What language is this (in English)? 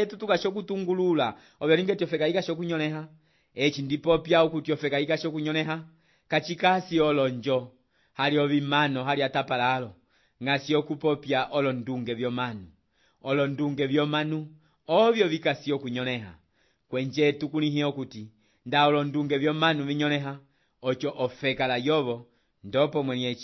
Umbundu